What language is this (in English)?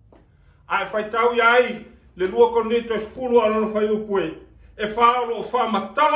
Samoan